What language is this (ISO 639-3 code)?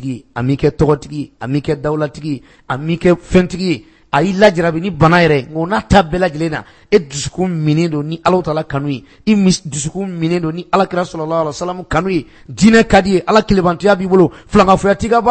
bam